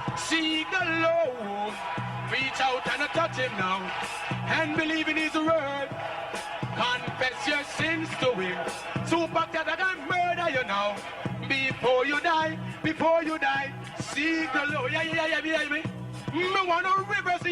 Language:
Jamaican Creole English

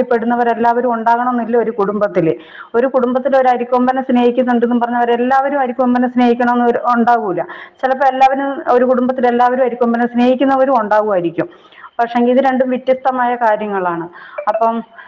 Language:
Malayalam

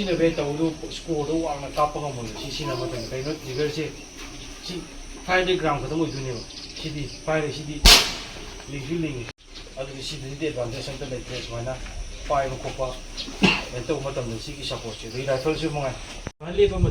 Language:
Manipuri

